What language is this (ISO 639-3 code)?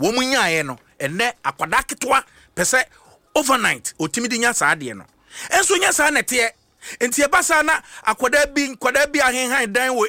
aka